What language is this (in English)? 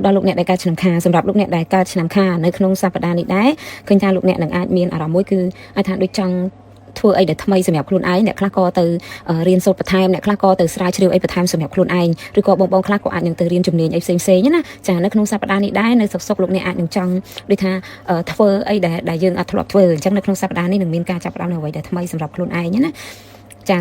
Khmer